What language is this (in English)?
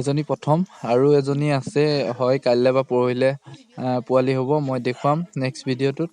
Assamese